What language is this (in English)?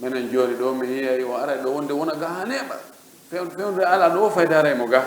Fula